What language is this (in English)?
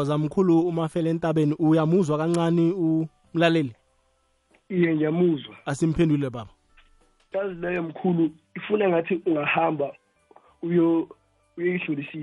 South Ndebele